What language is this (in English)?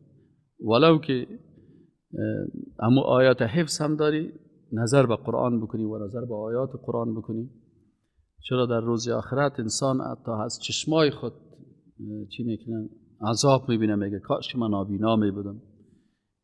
Persian